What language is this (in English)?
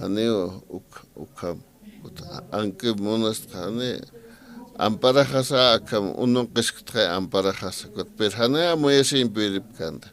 Aymara